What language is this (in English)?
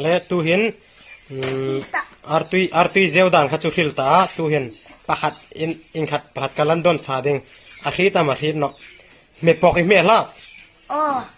Hmar